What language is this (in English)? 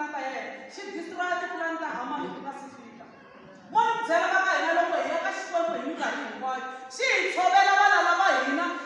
Tsonga